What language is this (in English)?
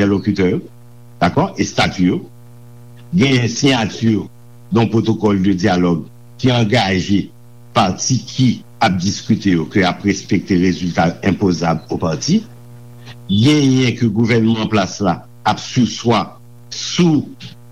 Haitian Creole